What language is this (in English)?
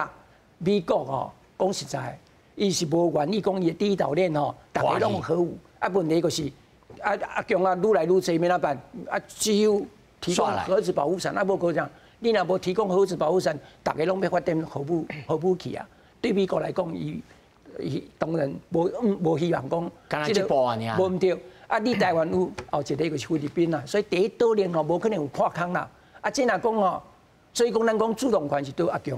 Min Nan Chinese